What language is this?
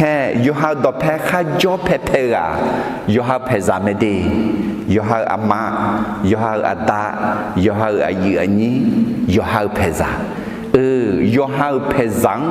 Akha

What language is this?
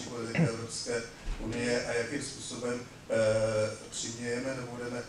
Czech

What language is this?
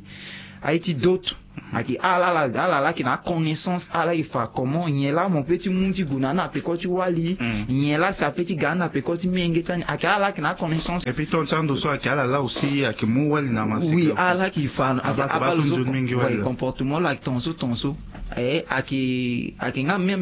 Sango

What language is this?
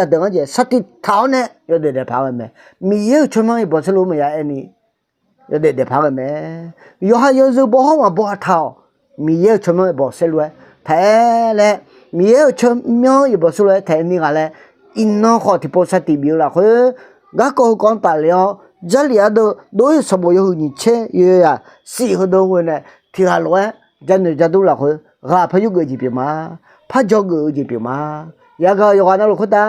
Akha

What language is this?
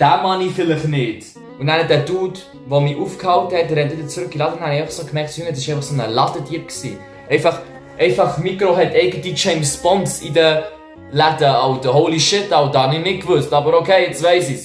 Swiss German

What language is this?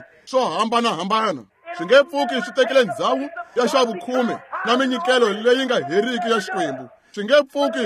Tsonga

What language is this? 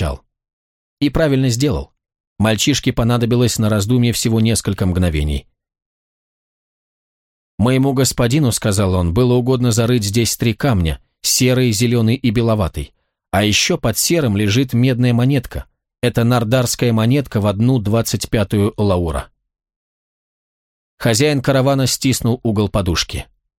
Russian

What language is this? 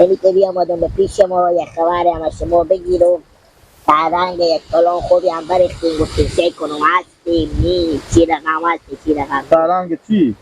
Persian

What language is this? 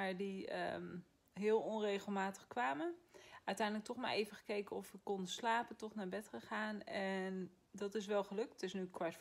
Dutch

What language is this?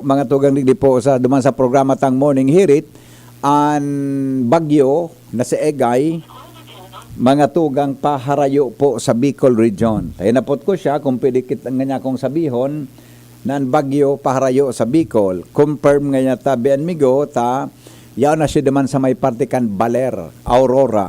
Bikol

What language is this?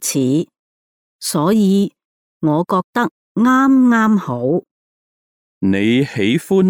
Cantonese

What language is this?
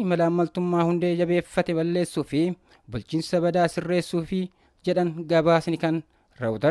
Oromo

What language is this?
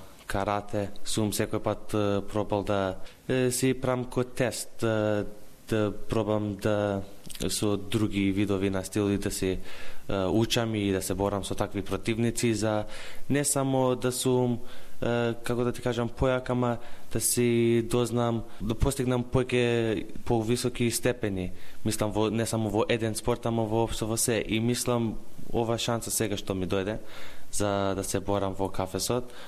Macedonian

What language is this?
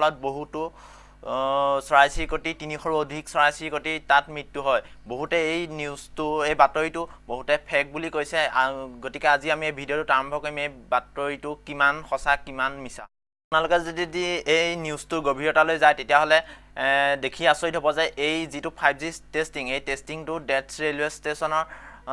Assamese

